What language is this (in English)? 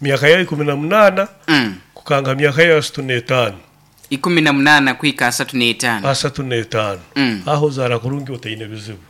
Nyoro